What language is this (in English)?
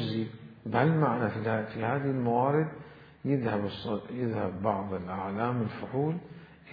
Mesopotamian Arabic